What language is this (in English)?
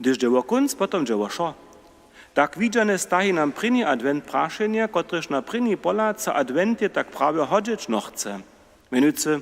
Upper Sorbian